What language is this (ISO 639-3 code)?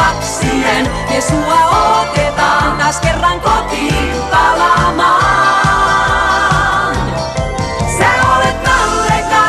fin